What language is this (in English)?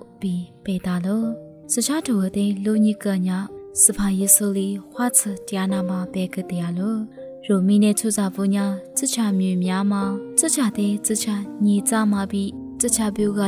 Lisu